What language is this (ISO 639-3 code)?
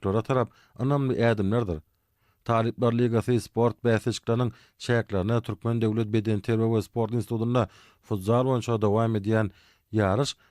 tuk